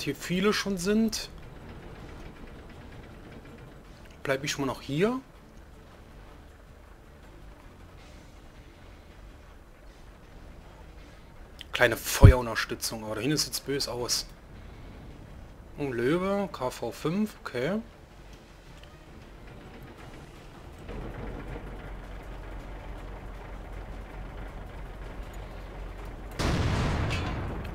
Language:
German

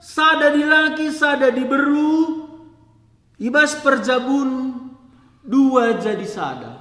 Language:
Batak Karo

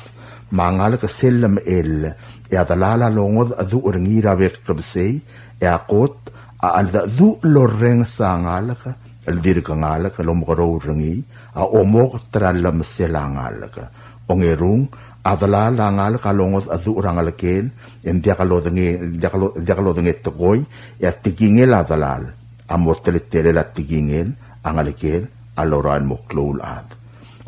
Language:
Palauan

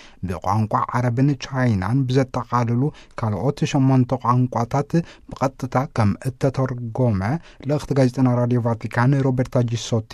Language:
Tigrinya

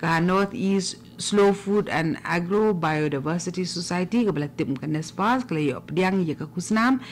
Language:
Khasi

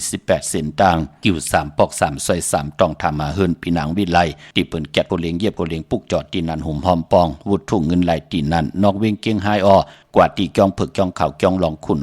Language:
Shan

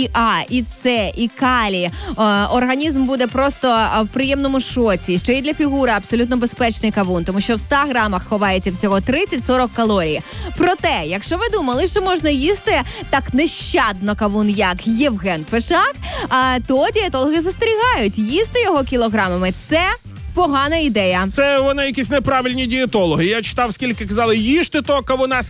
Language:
Ukrainian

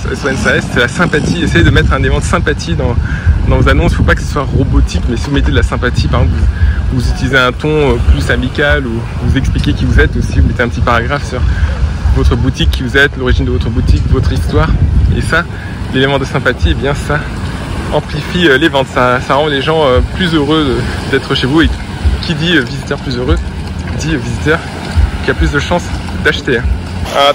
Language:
French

